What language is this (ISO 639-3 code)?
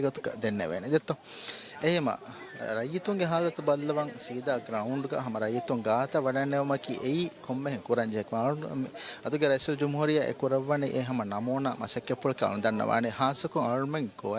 div